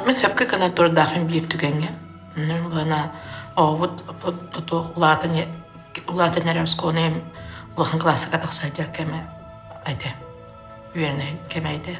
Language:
Yakut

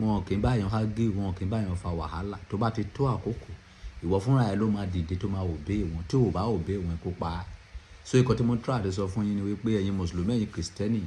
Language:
Yoruba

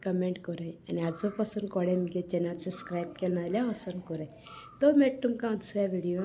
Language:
Konkani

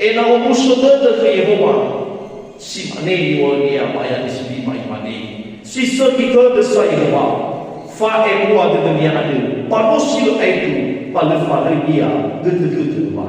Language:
Nias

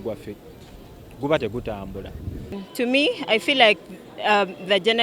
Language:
Ganda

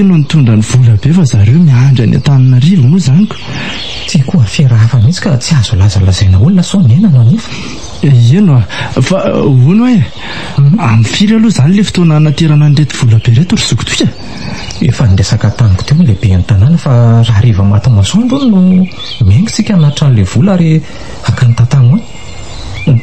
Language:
Malagasy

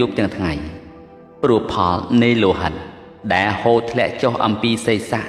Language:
Khmer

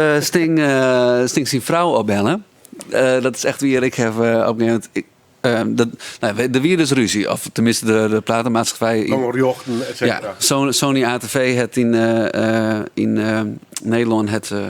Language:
Western Frisian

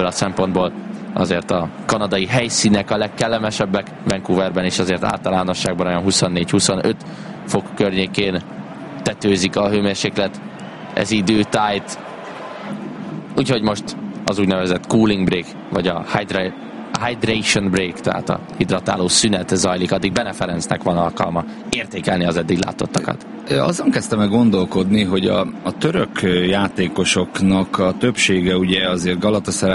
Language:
Hungarian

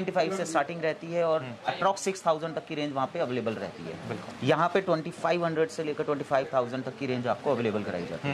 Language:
Hindi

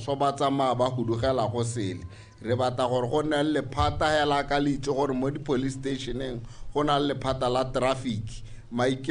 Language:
Tswana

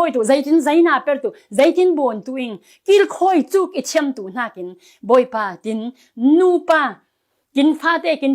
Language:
Falam Chin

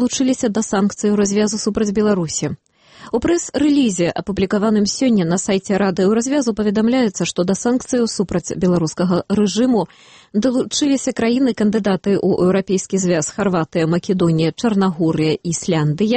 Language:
Belarusian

